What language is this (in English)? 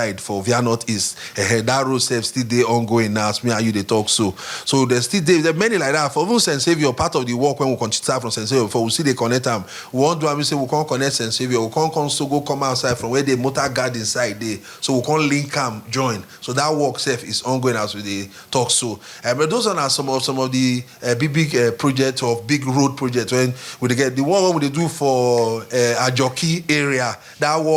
Nigerian Pidgin